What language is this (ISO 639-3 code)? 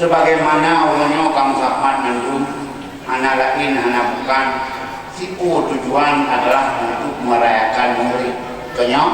ace